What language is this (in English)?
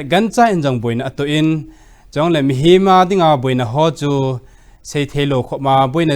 Thado Chin